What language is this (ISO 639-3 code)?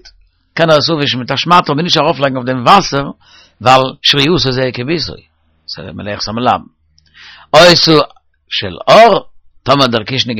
yid